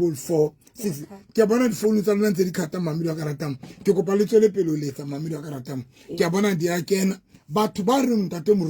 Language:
Southern Sotho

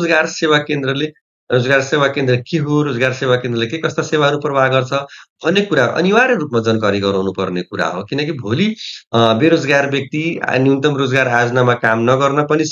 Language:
Nepali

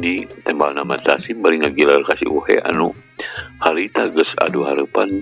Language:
Sundanese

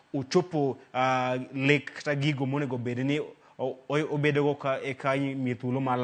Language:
Luo (Kenya and Tanzania)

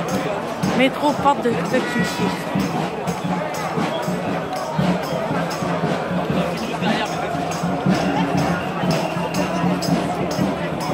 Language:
French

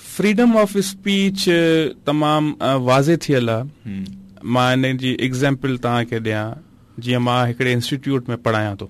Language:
Sindhi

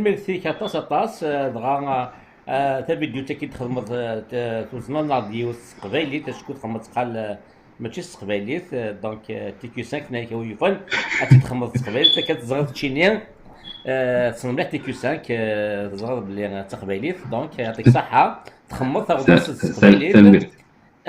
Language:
Kabyle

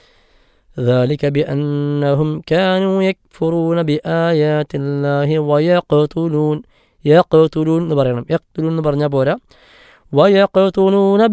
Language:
Malayalam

